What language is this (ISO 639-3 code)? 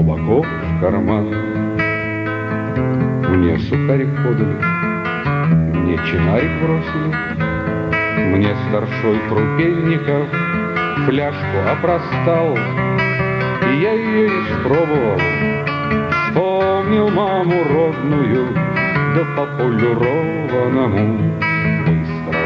rus